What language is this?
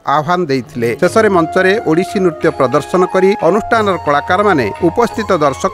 Odia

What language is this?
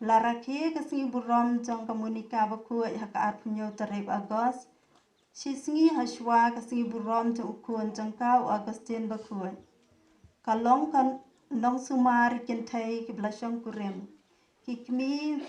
Khasi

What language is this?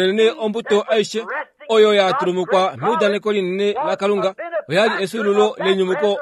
Kuanyama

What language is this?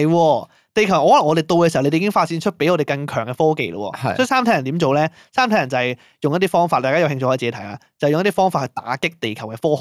Cantonese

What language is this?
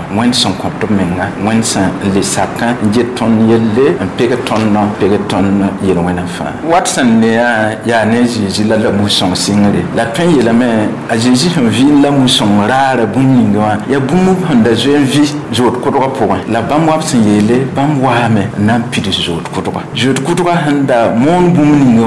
Mossi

